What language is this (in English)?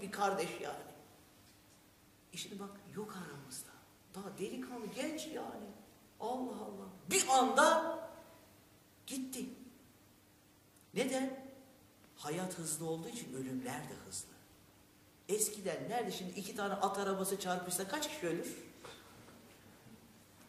Turkish